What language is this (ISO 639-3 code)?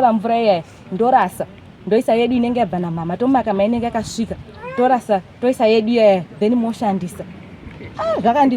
sna